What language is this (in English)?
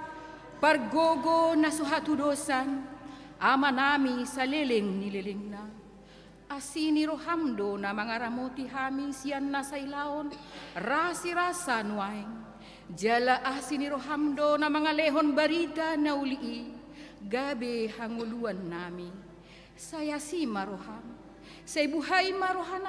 Batak Toba